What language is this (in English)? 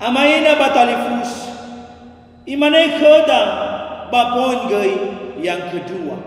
Nias